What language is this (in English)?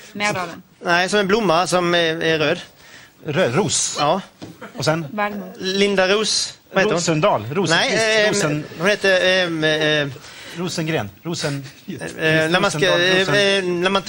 Swedish